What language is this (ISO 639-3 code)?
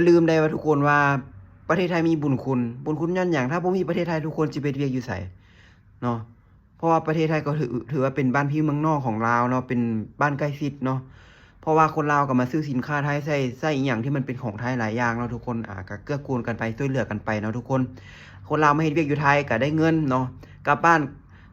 lao